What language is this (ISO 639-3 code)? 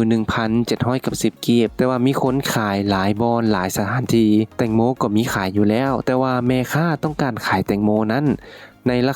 lao